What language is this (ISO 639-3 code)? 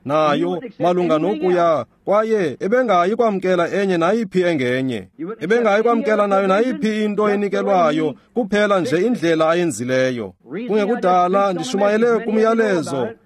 xho